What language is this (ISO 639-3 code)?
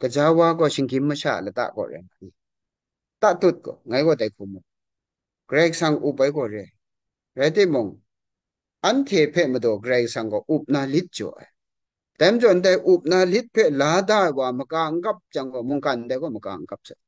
kac